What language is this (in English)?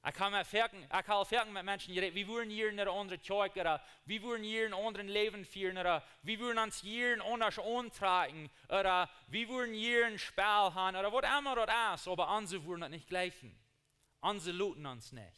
Plautdietsch